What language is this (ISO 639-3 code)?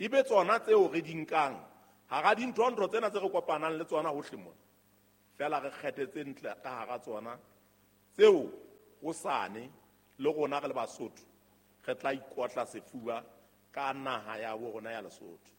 sot